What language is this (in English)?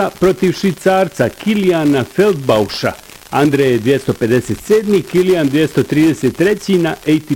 Bosnian